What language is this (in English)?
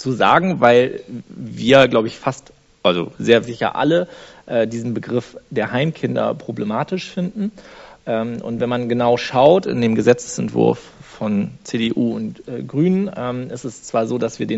German